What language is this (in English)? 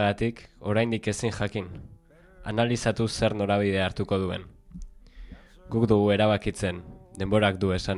Basque